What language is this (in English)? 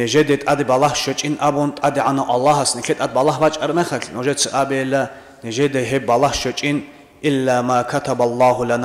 Avaric